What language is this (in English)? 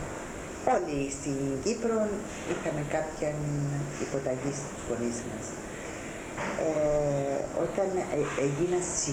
Greek